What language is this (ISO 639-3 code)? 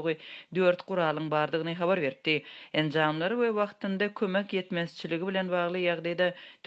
tuk